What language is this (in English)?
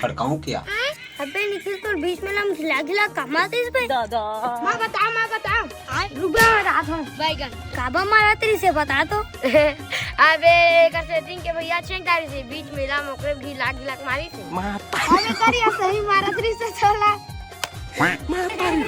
Chhattisgarhi